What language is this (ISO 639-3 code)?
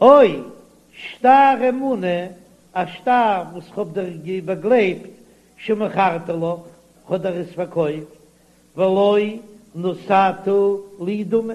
yid